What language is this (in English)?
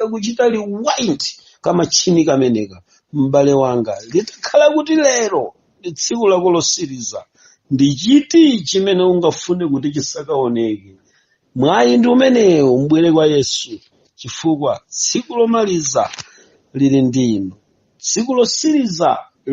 Nyanja